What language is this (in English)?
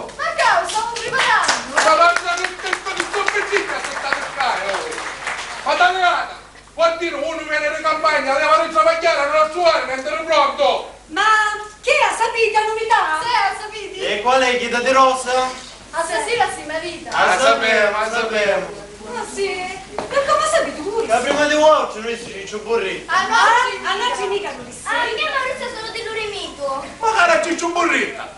Sicilian